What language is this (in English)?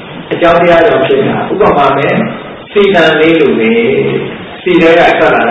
Burmese